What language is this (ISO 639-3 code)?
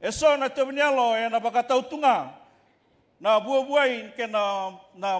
fij